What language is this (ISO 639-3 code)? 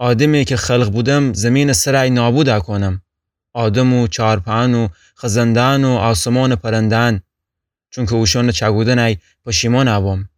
glk